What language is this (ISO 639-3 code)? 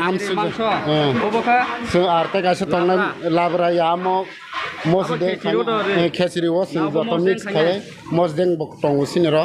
trp